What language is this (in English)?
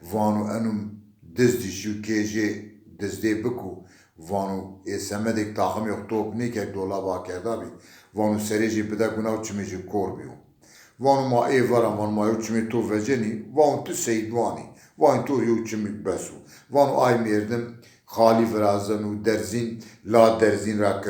Zaza